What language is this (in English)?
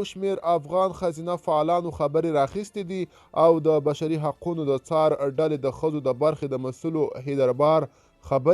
Pashto